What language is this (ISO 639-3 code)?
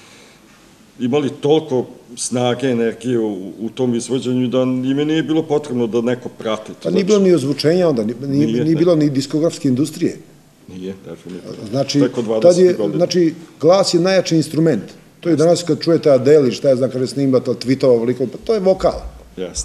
srp